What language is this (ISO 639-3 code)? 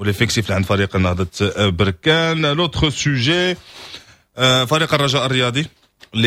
ary